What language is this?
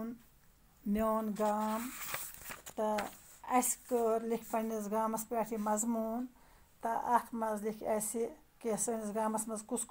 Kashmiri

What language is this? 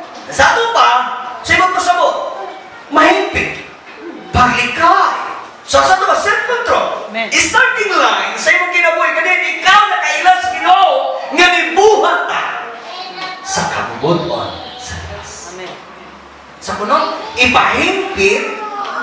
Cebuano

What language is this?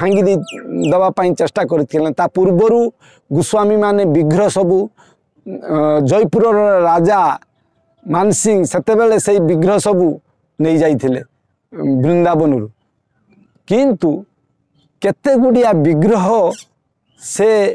Odia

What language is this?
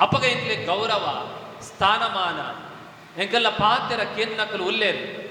Tulu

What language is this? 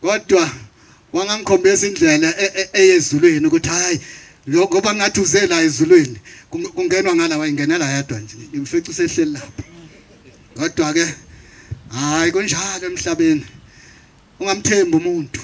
Zulu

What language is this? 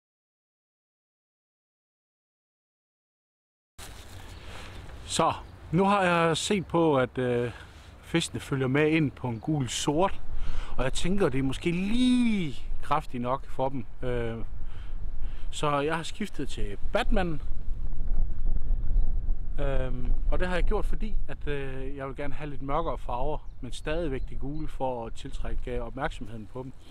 Danish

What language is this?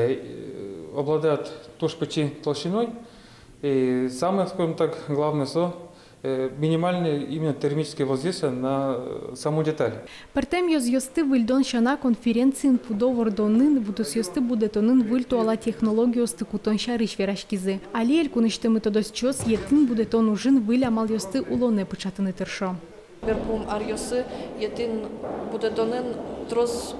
Udmurt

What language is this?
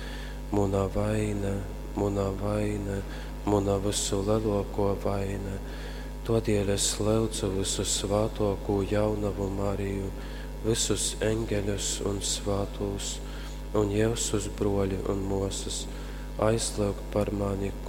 Latgalian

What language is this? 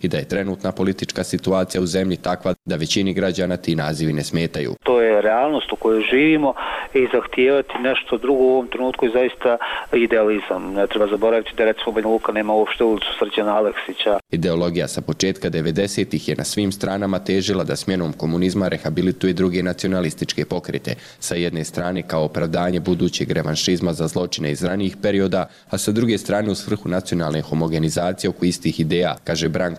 Serbian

